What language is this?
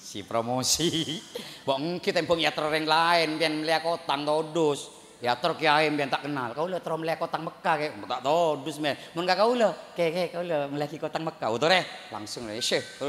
Madurese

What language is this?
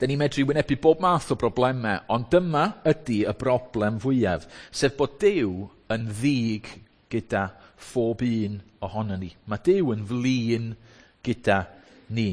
Welsh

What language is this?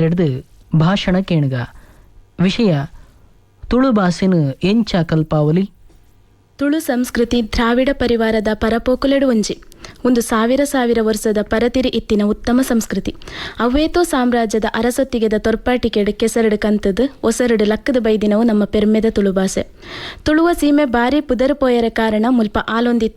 Tulu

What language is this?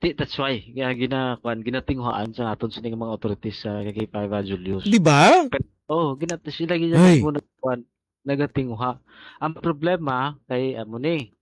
Hiligaynon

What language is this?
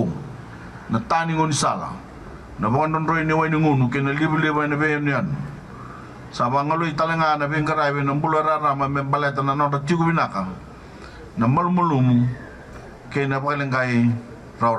Fijian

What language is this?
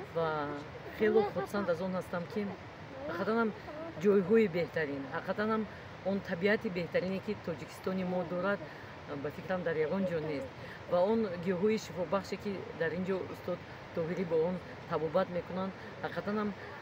Tajik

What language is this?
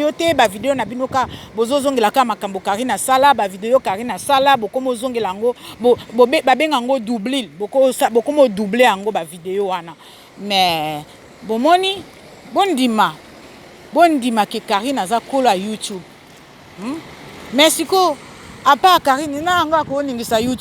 Lingala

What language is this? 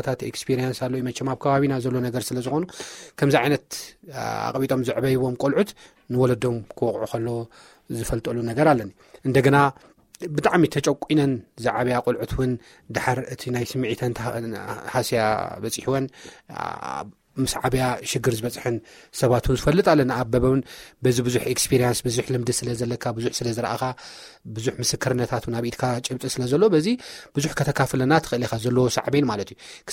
Tigrinya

